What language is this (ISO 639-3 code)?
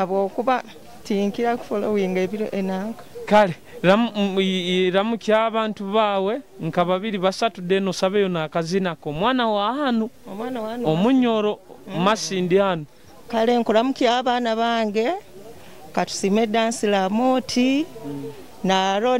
nyo